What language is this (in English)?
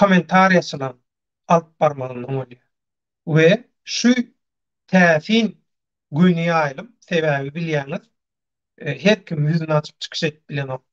Turkmen